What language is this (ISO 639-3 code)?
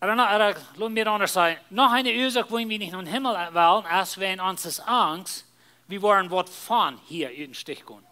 pdt